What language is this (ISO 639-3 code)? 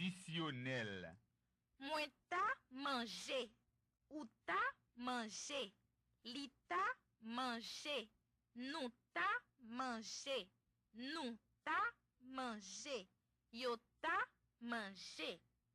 hat